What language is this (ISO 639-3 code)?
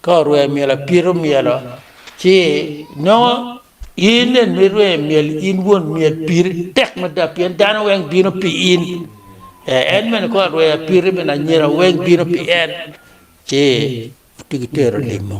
ach